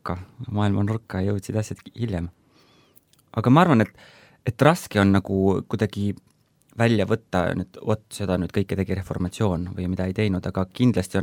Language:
Estonian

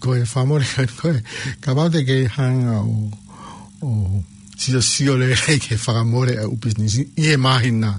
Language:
Tongan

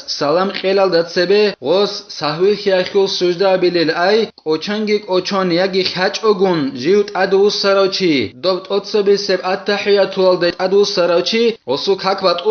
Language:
Avaric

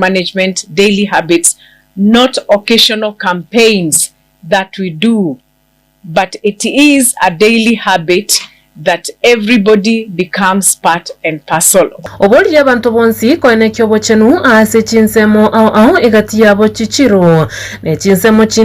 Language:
Gusii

